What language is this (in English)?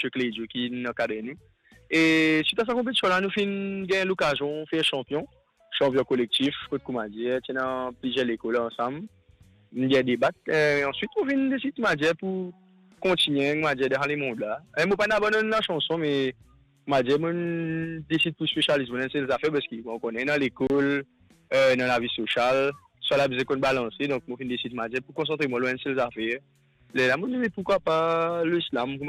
Morisyen